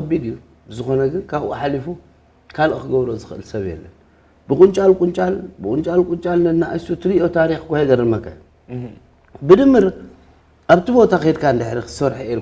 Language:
Tigrinya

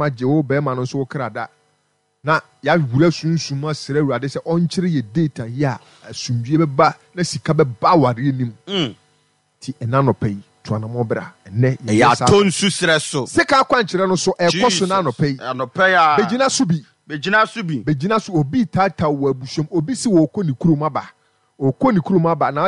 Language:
Akan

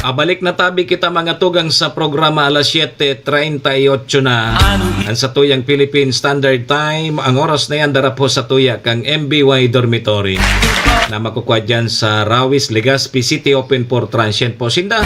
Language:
Bikol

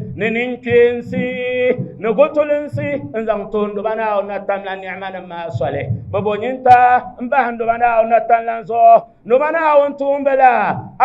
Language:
Dagbani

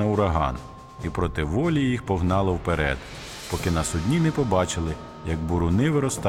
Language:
Ukrainian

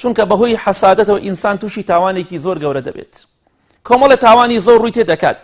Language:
Central Kurdish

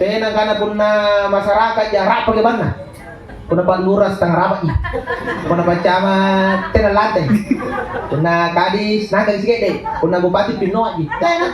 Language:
Makasar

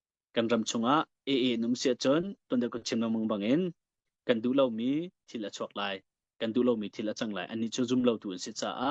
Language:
Hakha Chin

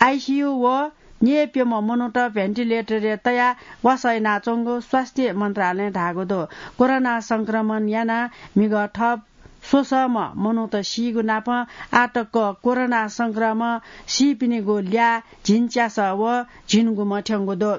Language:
Newari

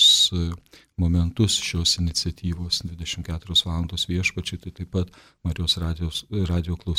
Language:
Lithuanian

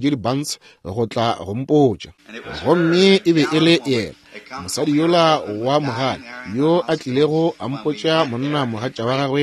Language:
Northern Sotho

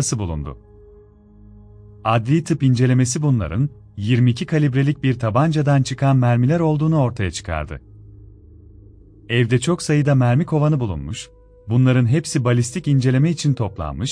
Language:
Turkish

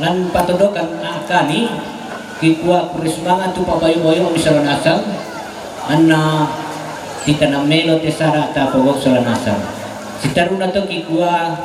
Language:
Toraja-Sa'dan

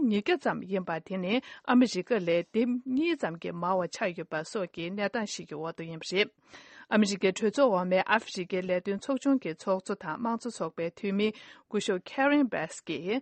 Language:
Tibetan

